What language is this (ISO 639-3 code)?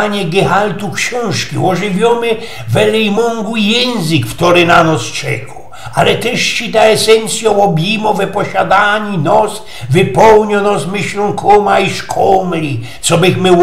szl